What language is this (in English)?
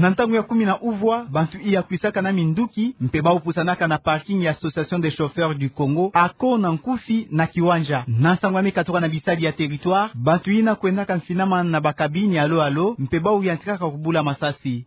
Kituba (Democratic Republic of Congo)